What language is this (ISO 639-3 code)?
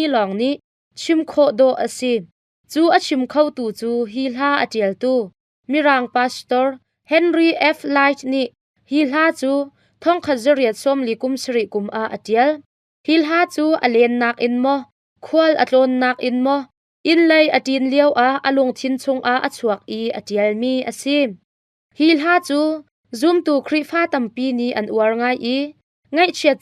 cnh